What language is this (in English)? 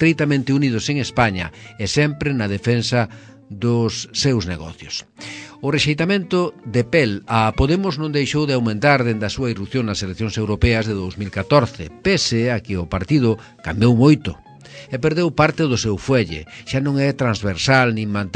Galician